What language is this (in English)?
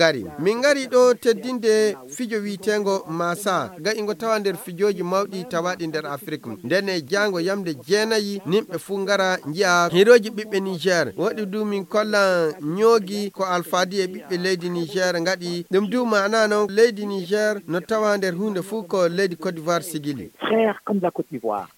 Nigerian Fulfulde